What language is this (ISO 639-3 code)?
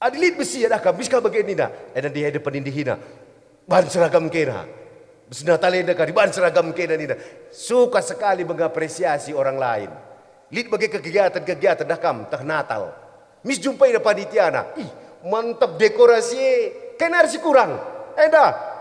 btx